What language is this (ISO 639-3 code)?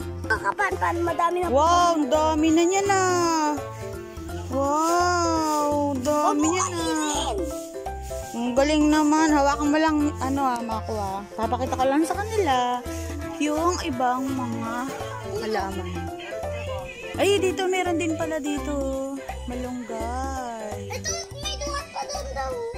fil